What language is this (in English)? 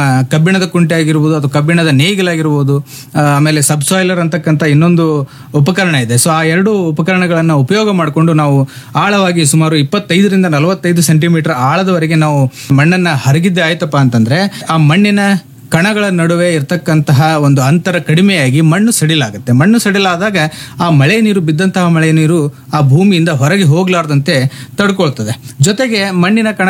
Kannada